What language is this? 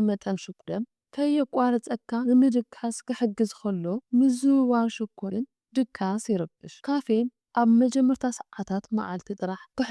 Tigrinya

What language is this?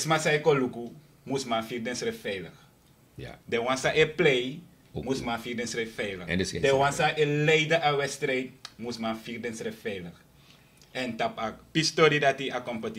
Sranan Tongo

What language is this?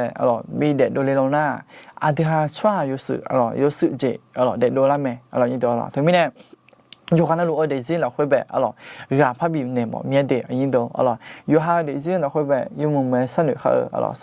Akha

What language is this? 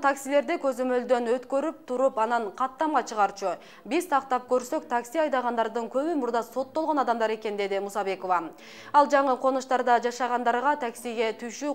Kyrgyz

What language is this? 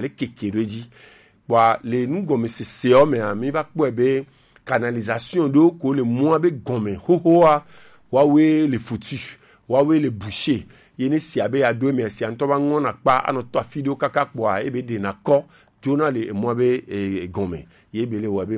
Gen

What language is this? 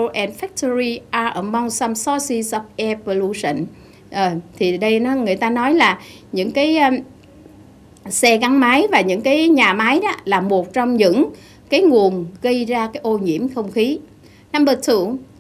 Vietnamese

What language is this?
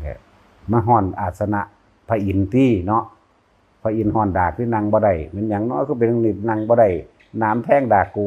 Lao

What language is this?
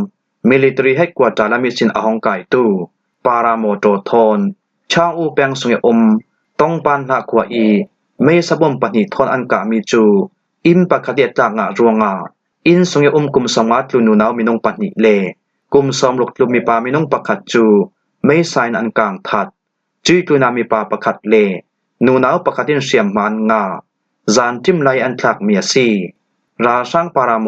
Falam Chin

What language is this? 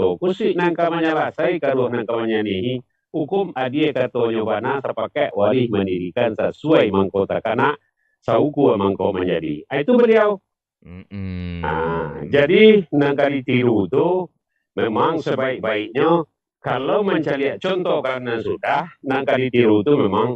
Minangkabau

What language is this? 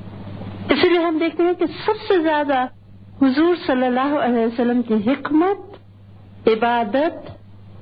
Urdu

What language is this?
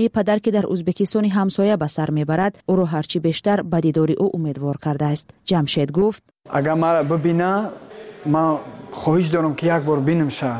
Persian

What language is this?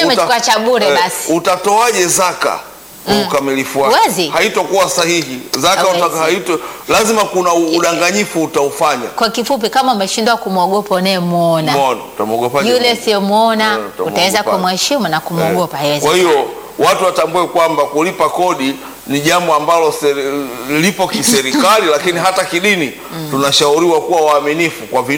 Swahili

